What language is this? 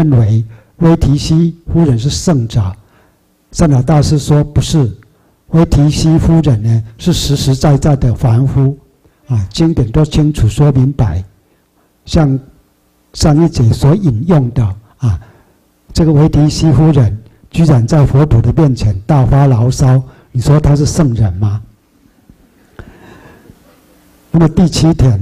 Chinese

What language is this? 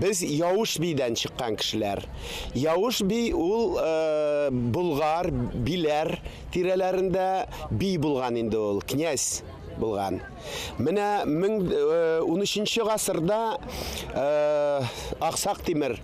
Bashkir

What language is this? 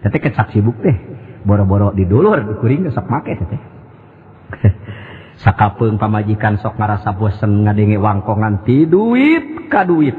Sundanese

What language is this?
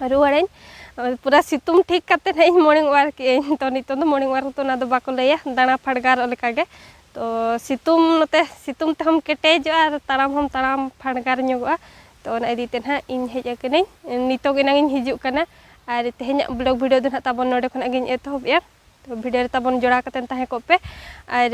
Santali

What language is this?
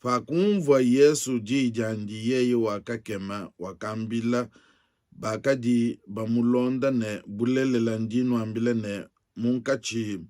Luba-Lulua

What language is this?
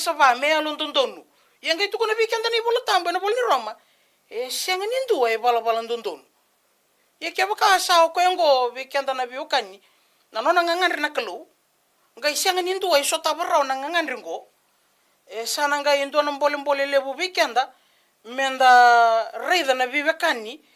Fijian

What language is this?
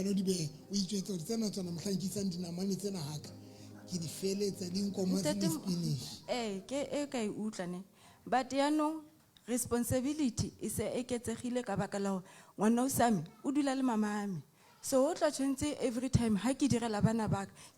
Southern Sotho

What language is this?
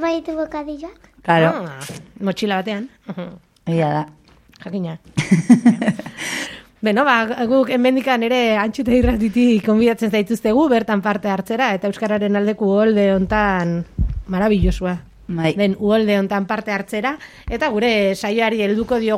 Basque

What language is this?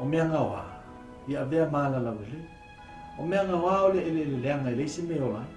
Samoan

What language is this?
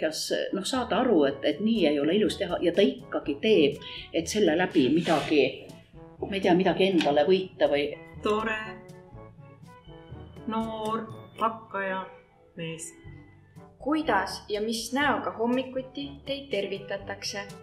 Estonian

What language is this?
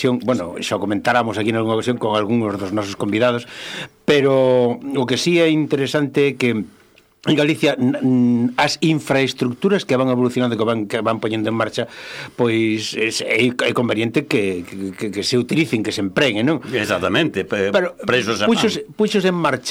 Galician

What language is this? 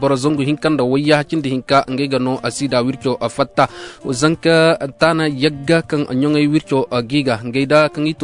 Zarma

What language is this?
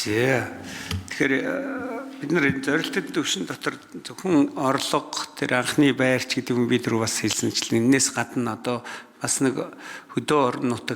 Mongolian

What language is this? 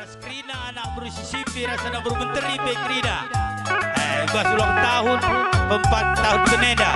Batak Karo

